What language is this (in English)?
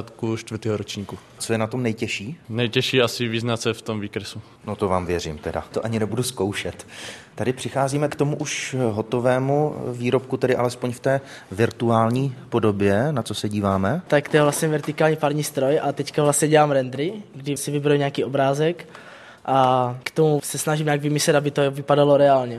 Czech